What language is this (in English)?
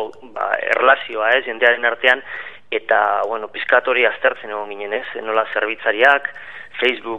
Basque